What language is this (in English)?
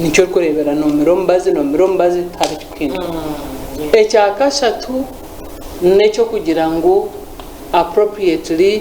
Nyankole